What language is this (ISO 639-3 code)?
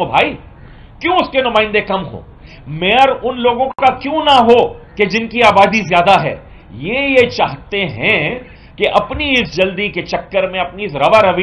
urd